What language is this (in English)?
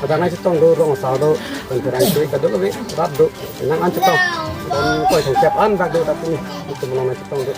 Karbi